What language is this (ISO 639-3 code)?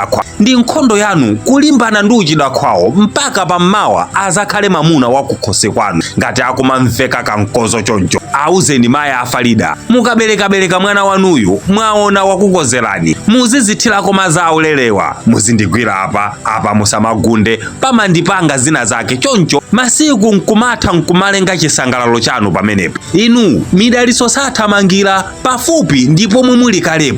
nya